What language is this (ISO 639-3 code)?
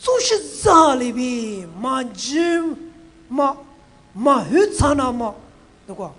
lis